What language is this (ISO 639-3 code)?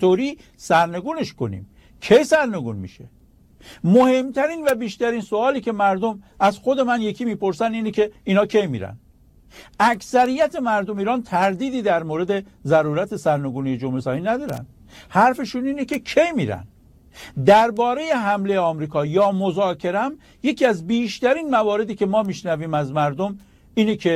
fas